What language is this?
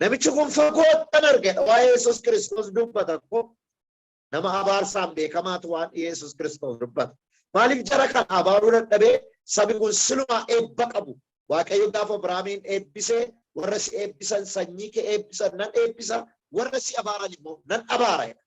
Oromo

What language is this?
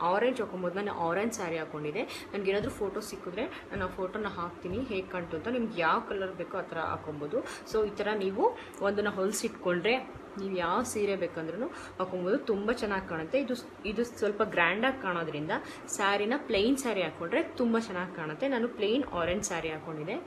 Kannada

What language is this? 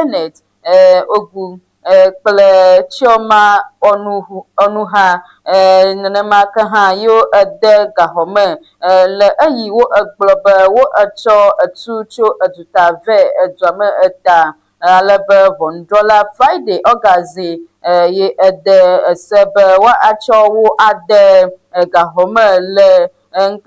Ewe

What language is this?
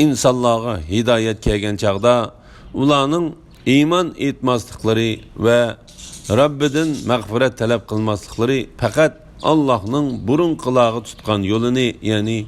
Uyghur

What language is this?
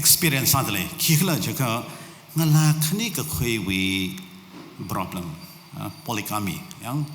Tangkhul Naga (India)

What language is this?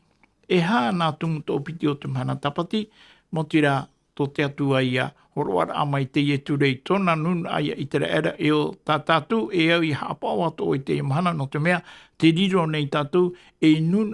Tahitian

